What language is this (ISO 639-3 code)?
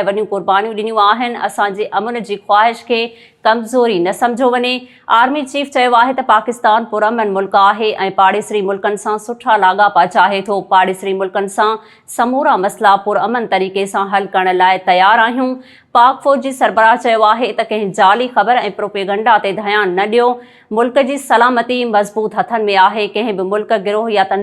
snd